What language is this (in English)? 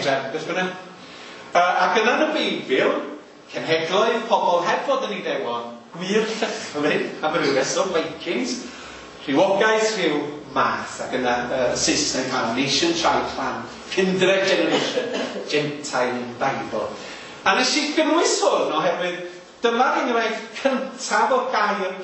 Welsh